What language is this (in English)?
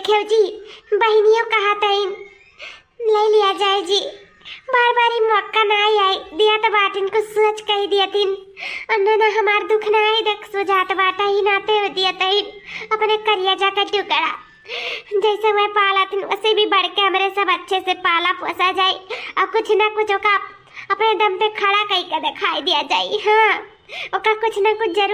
Awadhi